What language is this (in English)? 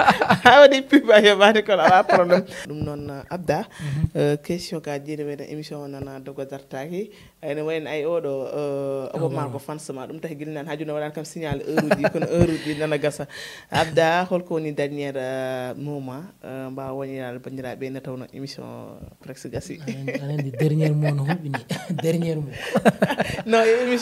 Fula